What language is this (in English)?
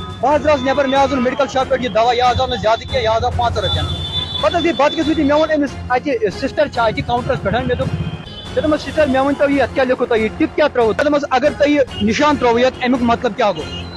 Kashmiri